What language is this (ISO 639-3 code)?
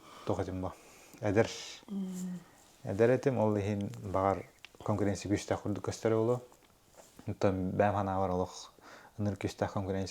sah